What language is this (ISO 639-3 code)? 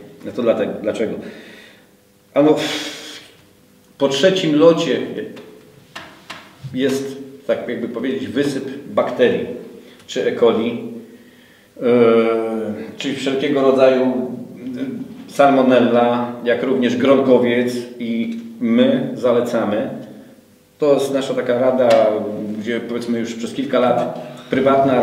pol